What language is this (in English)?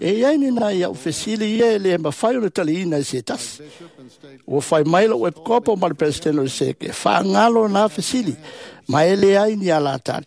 Samoan